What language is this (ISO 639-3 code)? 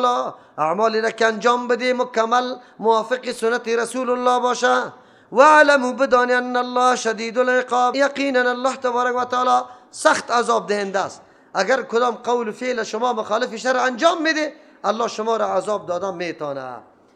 fas